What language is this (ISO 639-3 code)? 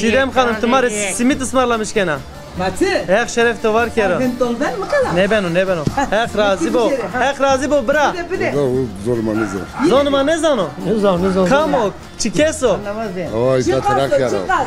zza